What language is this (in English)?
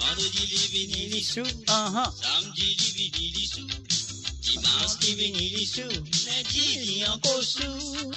Morisyen